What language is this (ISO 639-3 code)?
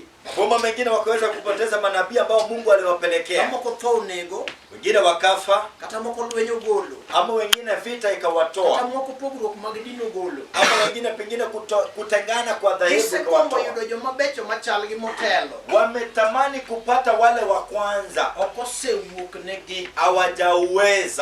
luo